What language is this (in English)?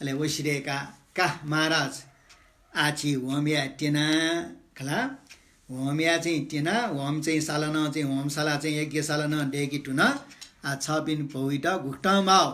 Newari